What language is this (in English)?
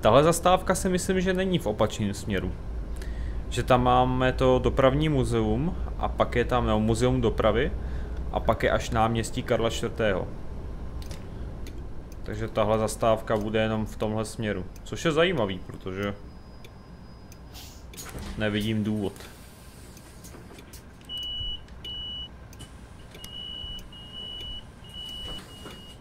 Czech